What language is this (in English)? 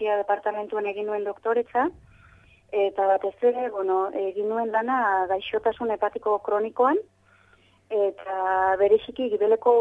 Basque